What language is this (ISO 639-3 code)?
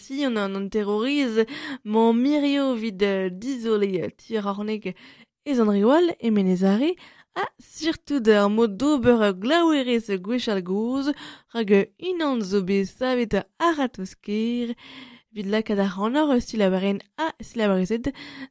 bre